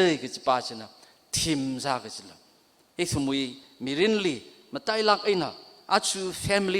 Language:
Tangkhul Naga (India)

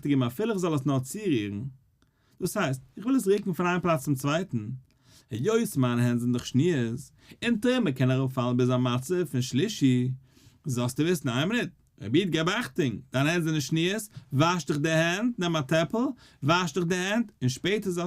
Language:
Yiddish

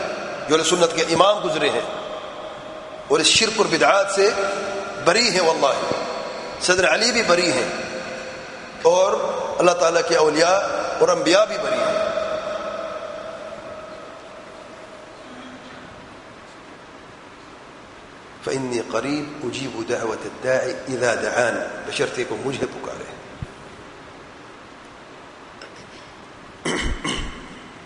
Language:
Urdu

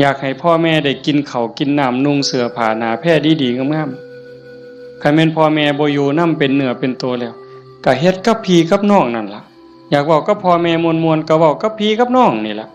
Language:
Northeastern Thai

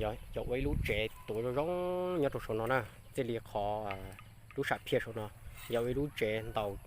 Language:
Hmong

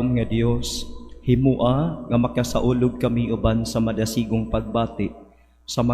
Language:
Cebuano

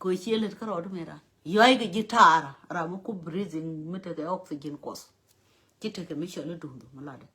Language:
Nuer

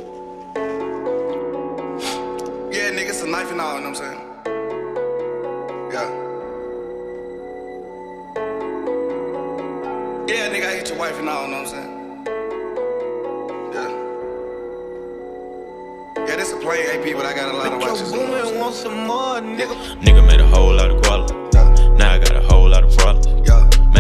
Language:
English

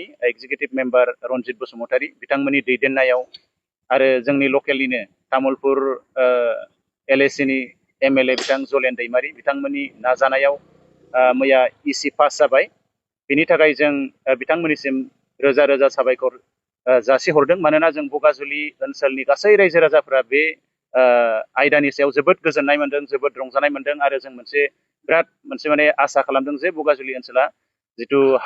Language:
Bodo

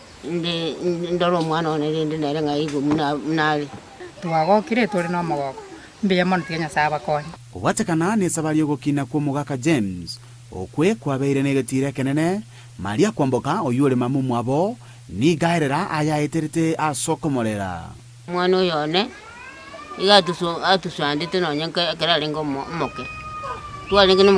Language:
Gusii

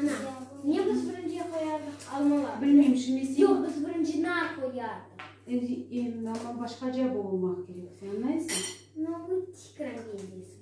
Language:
Crimean Tatar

